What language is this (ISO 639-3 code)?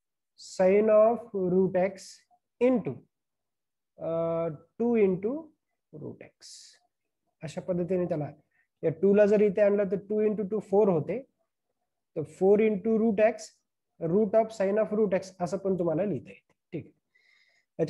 mar